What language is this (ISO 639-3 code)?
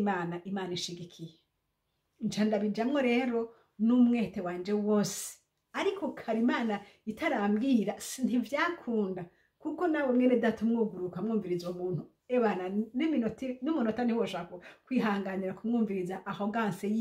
run